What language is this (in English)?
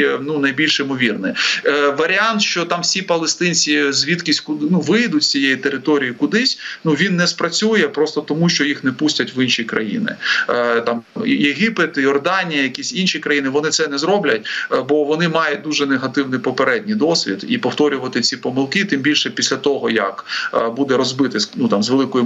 Ukrainian